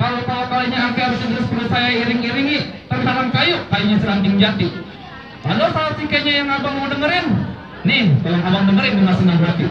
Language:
Betawi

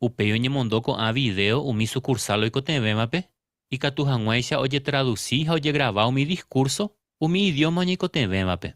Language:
Guarani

